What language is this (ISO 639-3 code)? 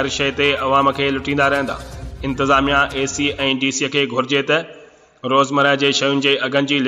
snd